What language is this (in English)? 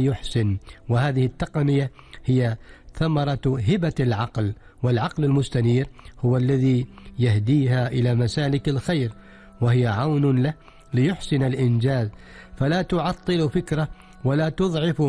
Arabic